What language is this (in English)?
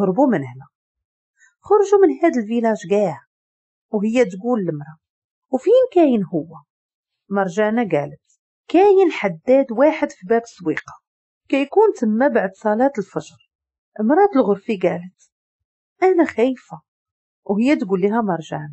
Moroccan Arabic